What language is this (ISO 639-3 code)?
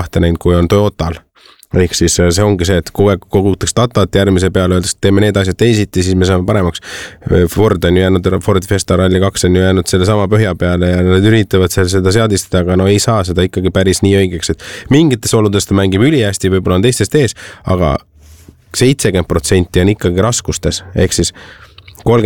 est